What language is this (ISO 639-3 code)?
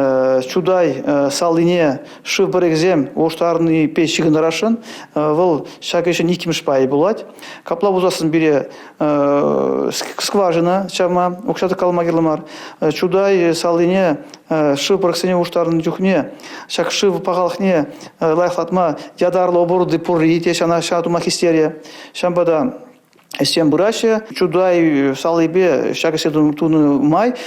chv